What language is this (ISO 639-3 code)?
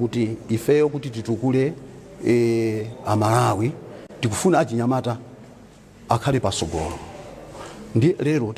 nya